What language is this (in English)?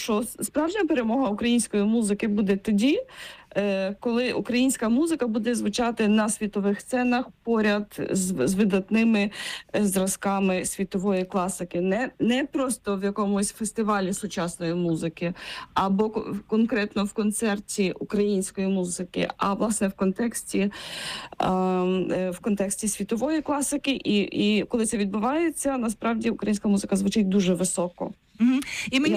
Ukrainian